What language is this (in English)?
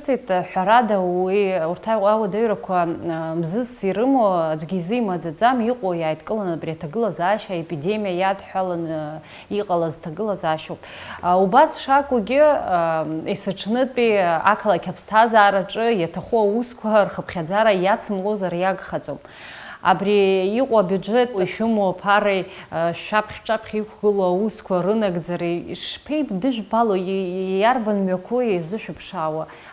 Abkhazian